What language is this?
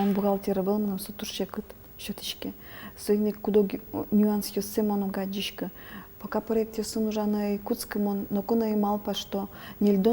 Udmurt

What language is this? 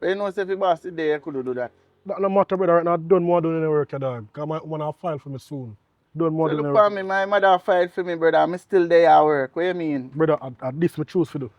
Jamaican Creole English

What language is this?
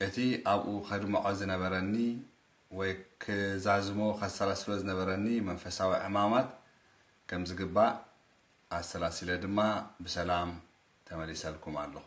Tigrinya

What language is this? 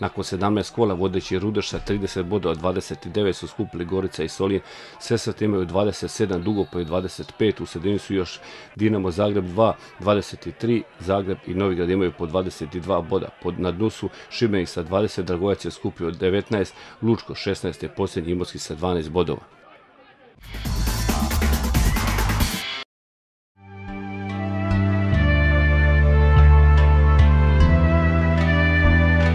Croatian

